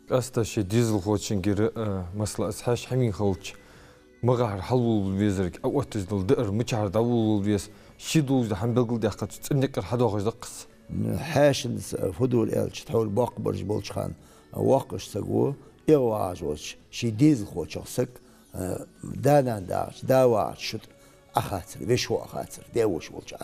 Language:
Ingush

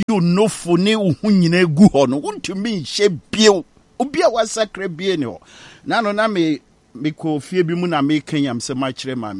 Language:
Akan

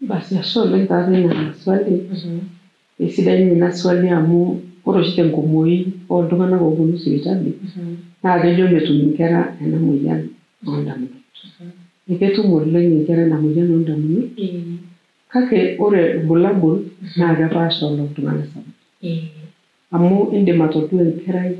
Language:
Masai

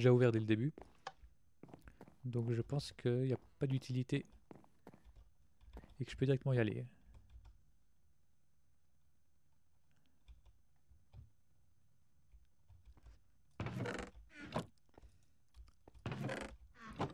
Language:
French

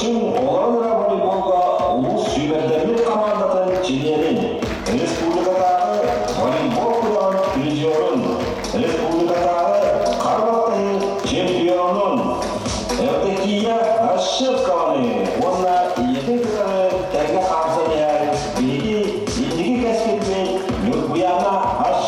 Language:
Yakut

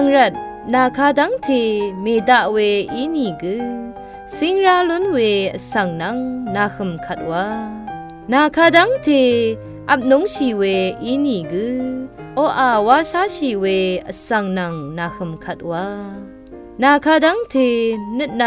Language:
Rawang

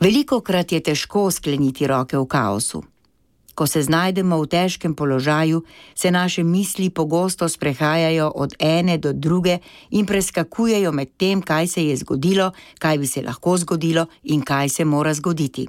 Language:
Slovenian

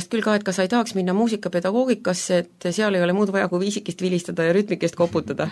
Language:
Estonian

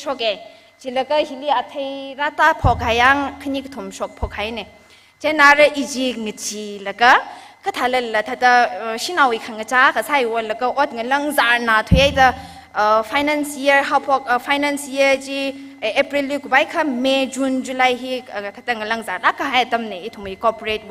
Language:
Tangkhul Naga (India)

